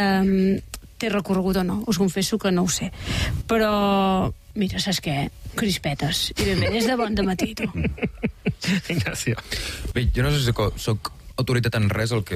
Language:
Catalan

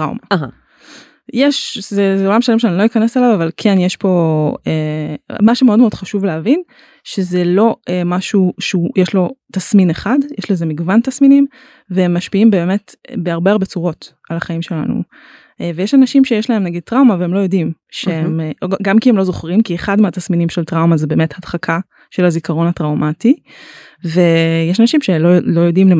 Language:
Hebrew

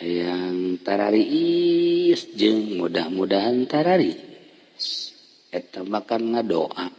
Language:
Sundanese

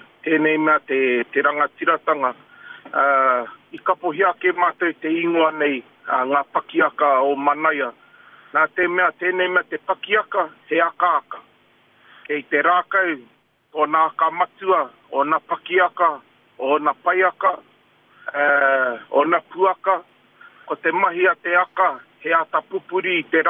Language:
Māori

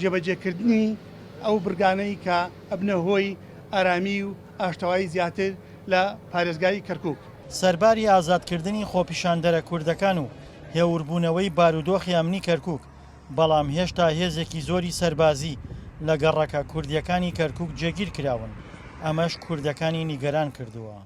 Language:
Central Kurdish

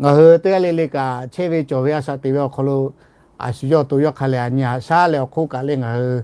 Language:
Lahu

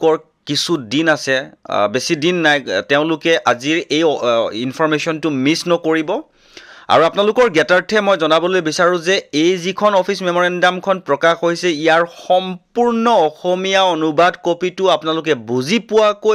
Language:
Assamese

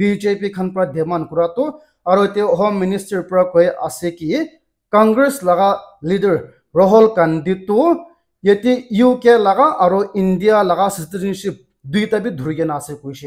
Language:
Naga Pidgin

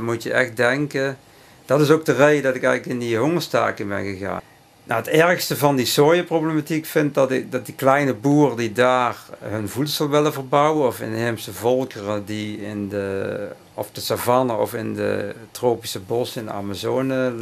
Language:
Dutch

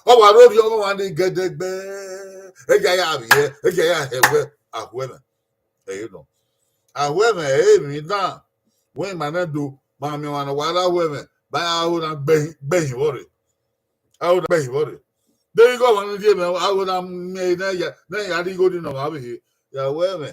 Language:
Bini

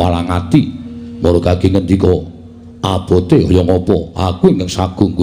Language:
Javanese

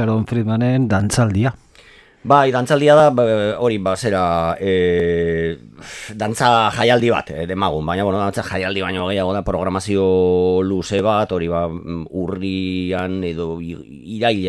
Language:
Basque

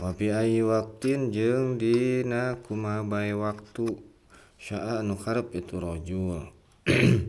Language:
Sundanese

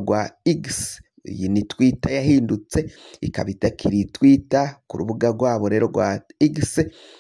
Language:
Rundi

